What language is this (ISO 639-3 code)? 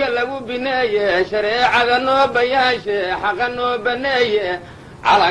som